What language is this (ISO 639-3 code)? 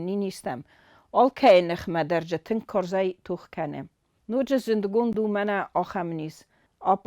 oss